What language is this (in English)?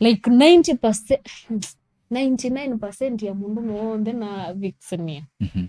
Kamba